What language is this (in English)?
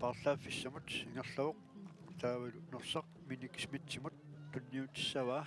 Kalaallisut